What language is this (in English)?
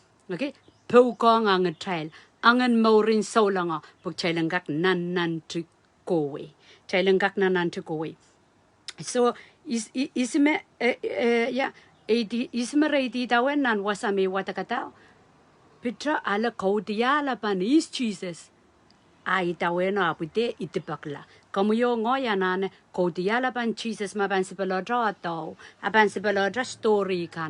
Pohnpeian